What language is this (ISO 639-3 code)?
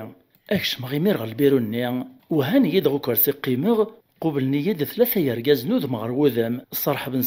kab